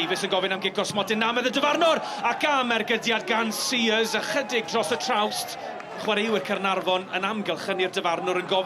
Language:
Welsh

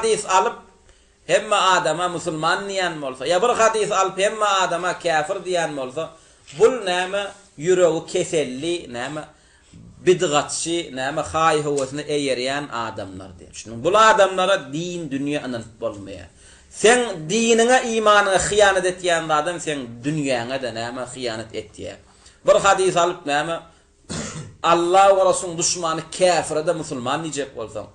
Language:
Turkmen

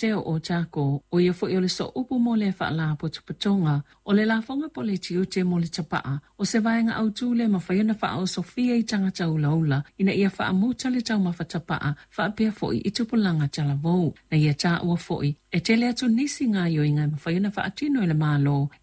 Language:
Samoan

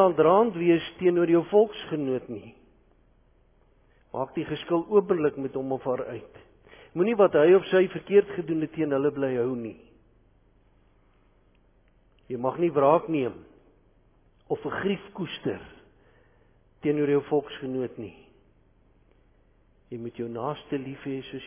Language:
Afrikaans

